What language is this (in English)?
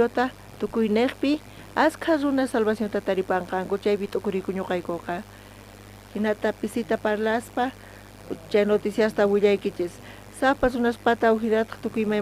South Bolivian Quechua